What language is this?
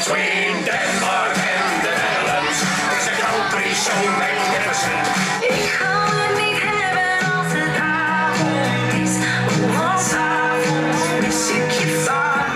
Western Frisian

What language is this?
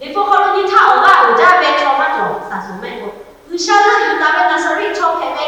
Lahu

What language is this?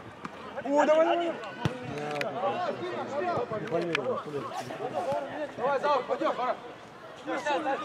Russian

